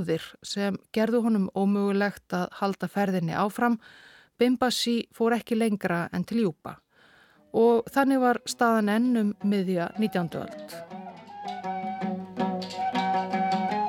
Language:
Icelandic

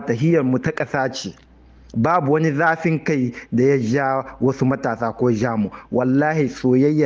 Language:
Hausa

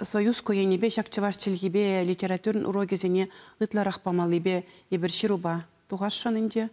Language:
Chuvash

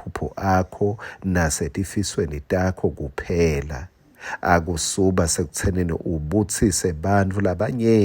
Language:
Swati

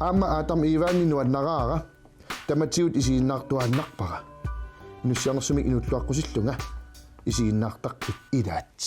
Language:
Kalaallisut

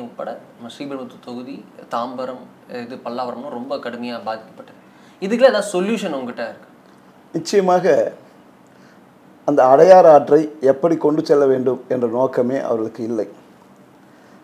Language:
Tamil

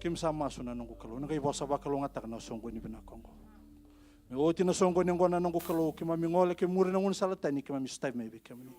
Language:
Fijian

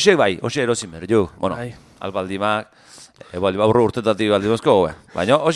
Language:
Basque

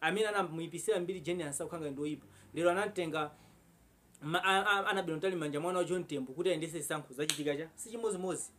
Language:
Nyanja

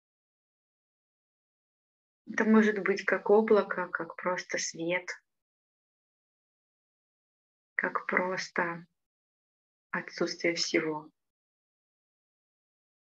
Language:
Russian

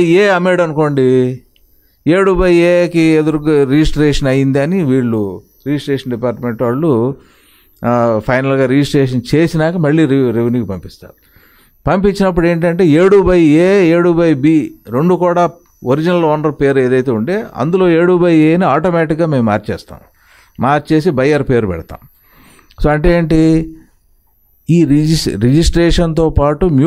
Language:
Telugu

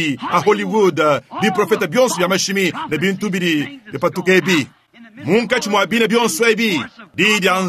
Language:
Luba-Lulua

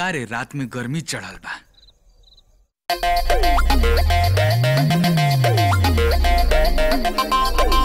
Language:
Bhojpuri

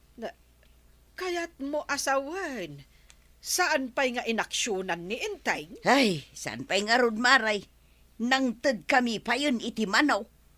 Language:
Iloko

